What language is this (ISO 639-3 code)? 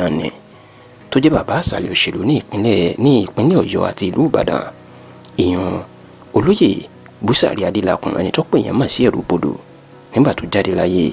yor